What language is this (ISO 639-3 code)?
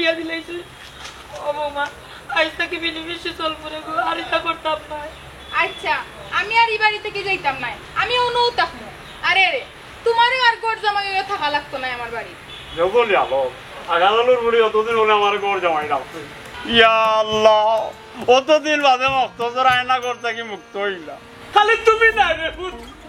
syl